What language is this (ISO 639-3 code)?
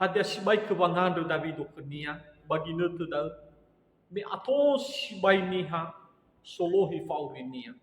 nia